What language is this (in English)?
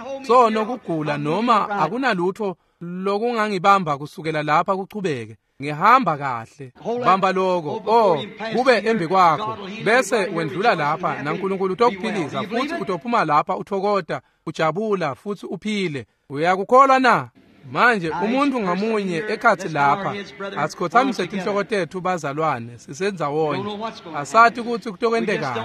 Swati